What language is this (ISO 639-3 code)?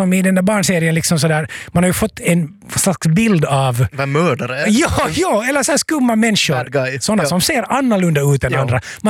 swe